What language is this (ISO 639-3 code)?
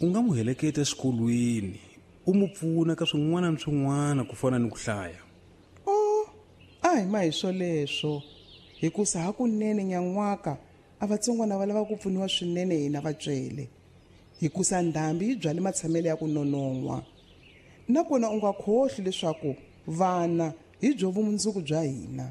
tso